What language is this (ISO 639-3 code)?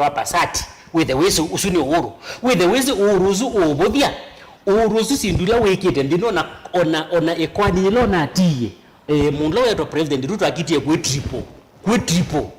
kam